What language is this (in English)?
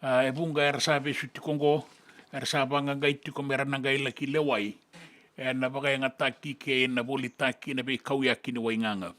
Fijian